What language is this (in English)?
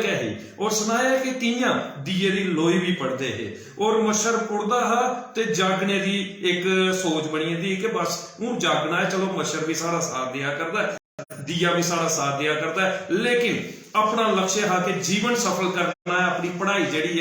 Dogri